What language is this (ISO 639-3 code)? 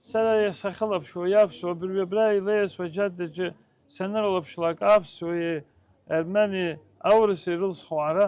abk